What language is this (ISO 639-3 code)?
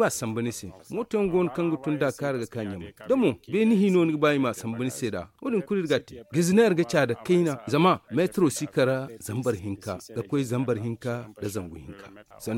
dje